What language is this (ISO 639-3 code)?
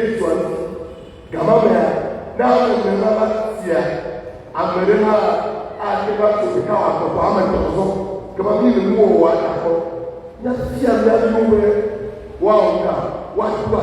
ewe